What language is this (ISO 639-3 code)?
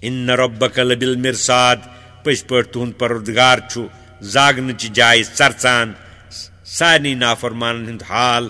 kas